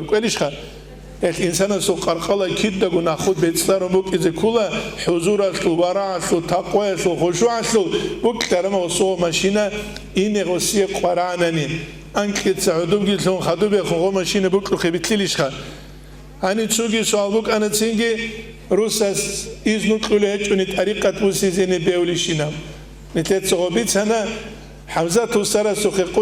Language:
Avaric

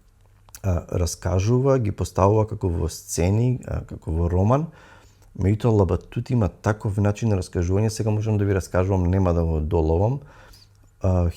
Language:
Macedonian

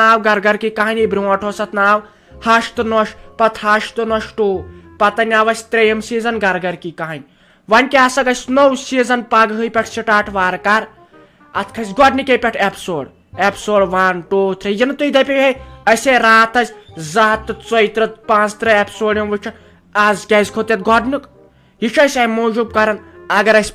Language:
Kashmiri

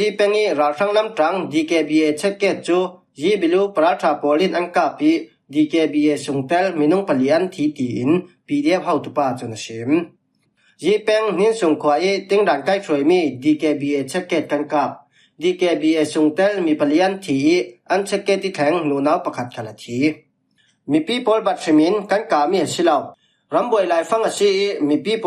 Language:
Falam Chin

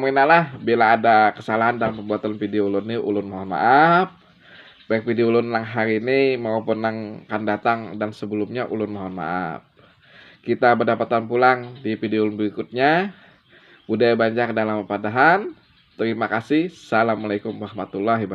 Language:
Banjar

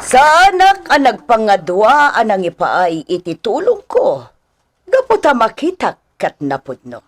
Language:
Iloko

